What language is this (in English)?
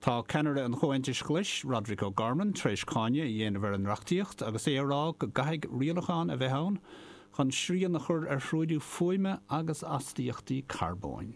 Irish